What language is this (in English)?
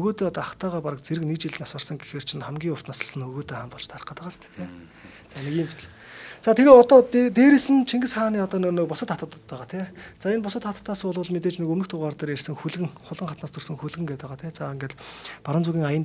Mongolian